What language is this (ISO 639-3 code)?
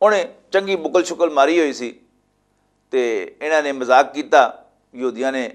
lah